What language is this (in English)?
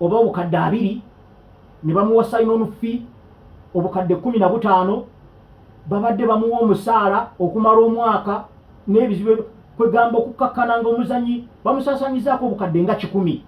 Ganda